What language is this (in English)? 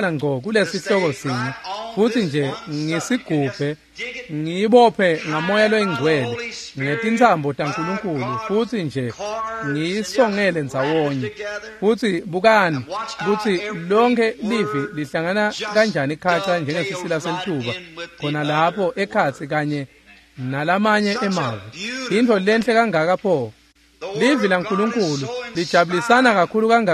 Swati